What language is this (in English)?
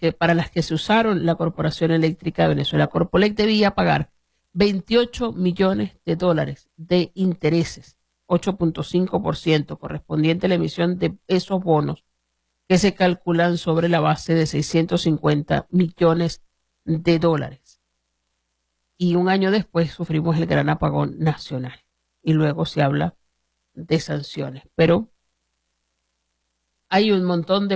Spanish